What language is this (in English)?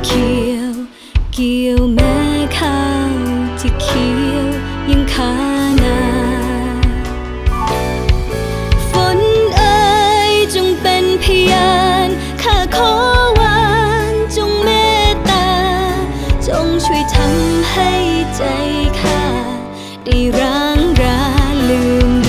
Thai